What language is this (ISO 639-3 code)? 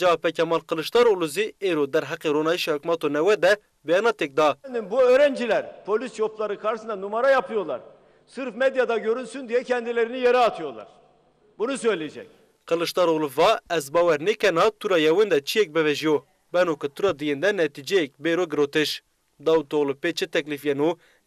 zza